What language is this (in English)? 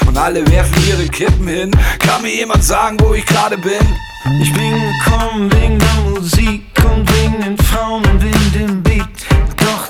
German